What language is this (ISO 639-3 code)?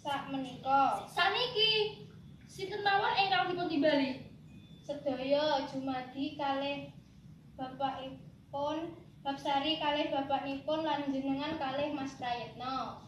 jav